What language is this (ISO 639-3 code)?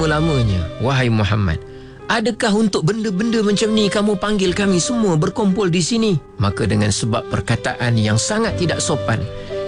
msa